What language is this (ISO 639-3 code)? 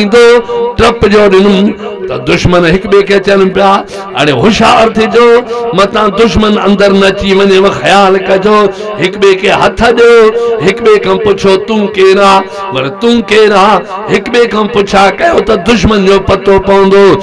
snd